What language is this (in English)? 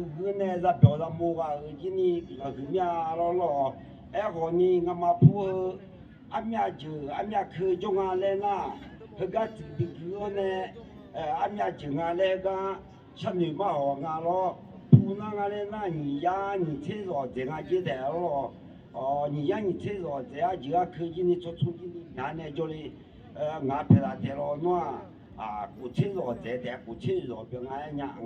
Akha